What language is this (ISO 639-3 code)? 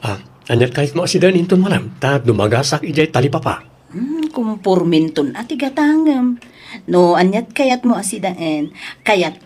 ilo